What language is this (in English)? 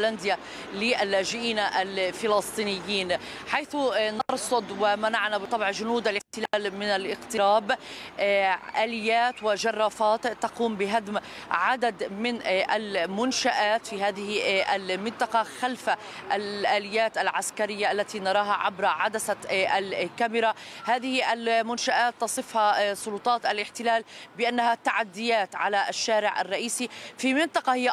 Arabic